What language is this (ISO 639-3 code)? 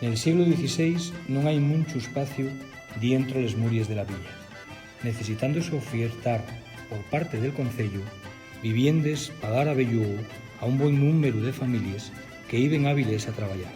ast